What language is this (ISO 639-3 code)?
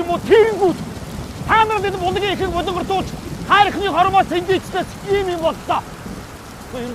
mon